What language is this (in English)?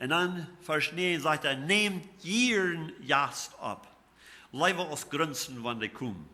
Plautdietsch